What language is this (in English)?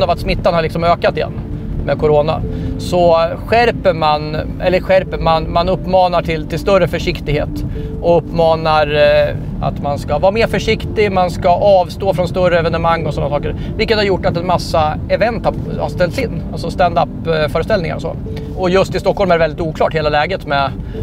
Swedish